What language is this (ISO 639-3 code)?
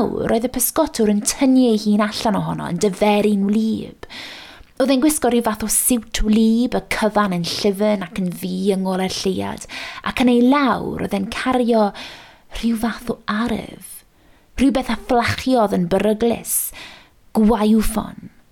cym